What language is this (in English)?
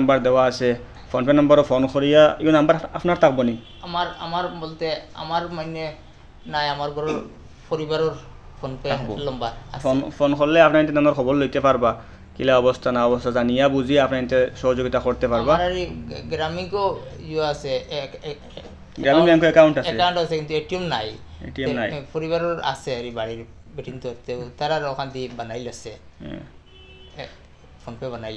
Sylheti